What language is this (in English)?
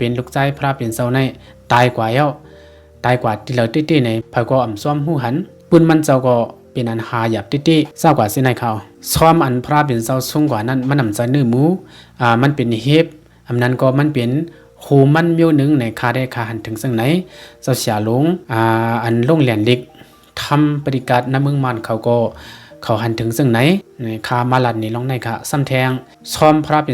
Shan